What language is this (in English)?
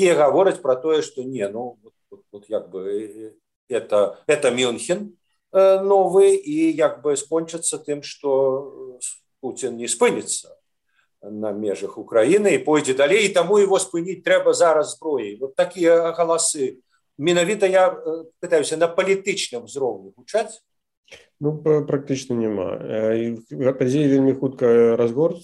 Belarusian